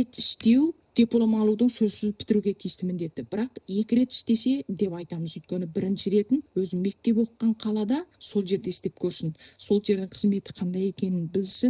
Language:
Kazakh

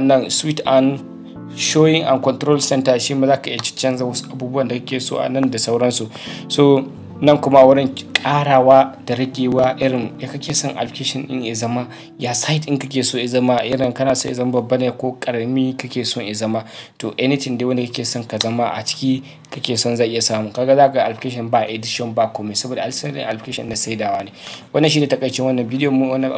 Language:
Hausa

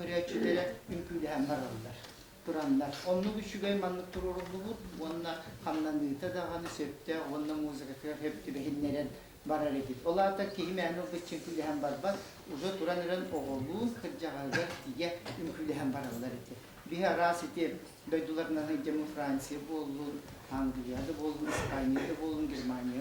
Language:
Yakut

